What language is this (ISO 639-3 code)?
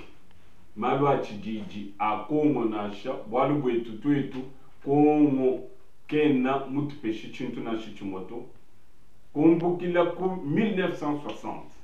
lua